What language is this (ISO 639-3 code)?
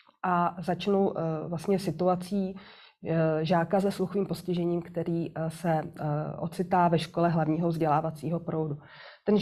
ces